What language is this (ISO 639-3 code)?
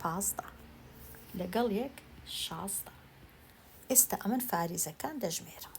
ckb